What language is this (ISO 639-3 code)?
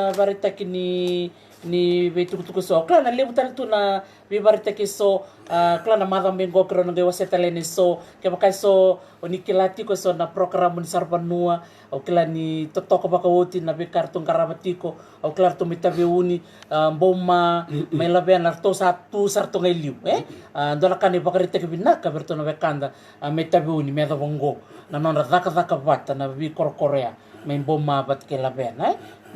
fij